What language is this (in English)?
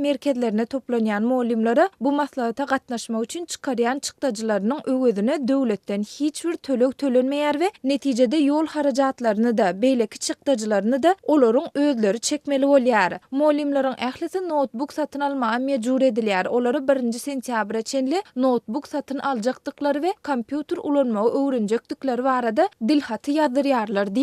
Turkmen